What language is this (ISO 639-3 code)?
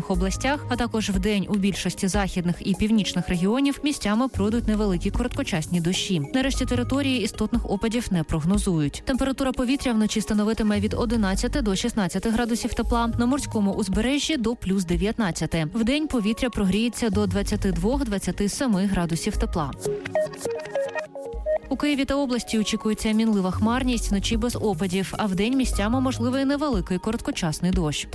ukr